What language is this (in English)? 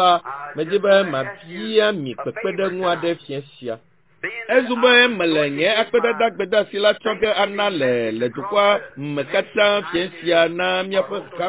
Ewe